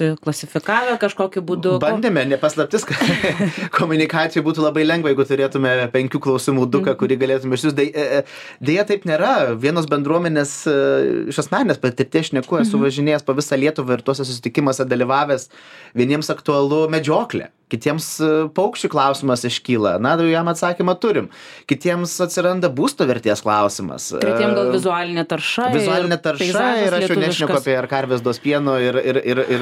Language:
Lithuanian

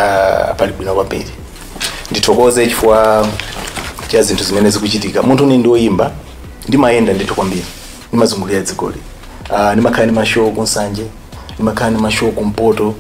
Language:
Nyanja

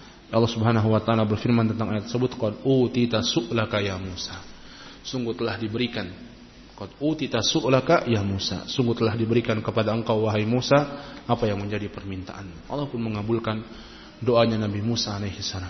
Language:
Indonesian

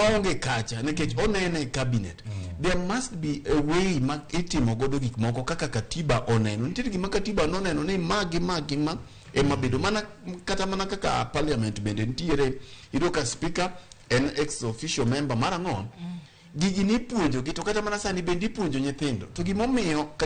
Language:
Luo (Kenya and Tanzania)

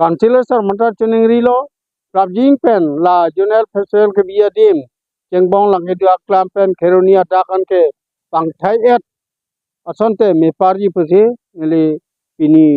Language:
Karbi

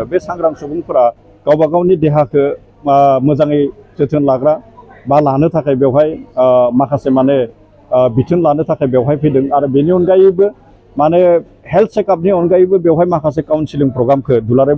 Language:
Bodo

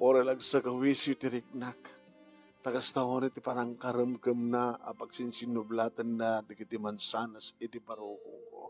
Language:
Iloko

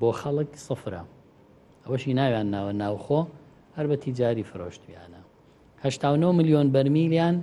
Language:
Central Kurdish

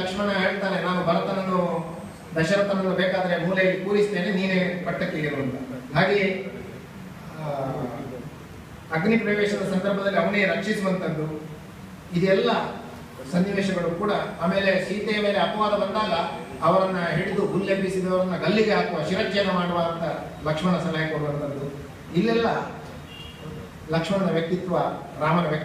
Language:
Kannada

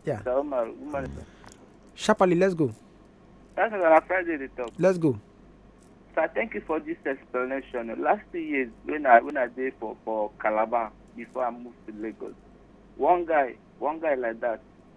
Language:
Nigerian Pidgin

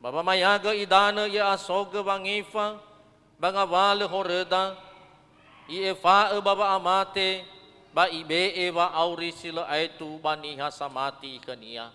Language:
Nias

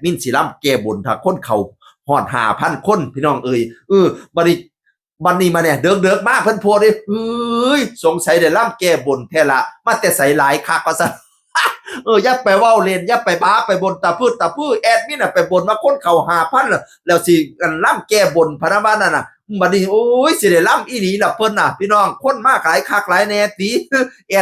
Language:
Northeastern Thai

